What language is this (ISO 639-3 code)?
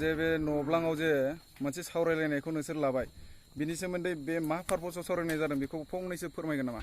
brx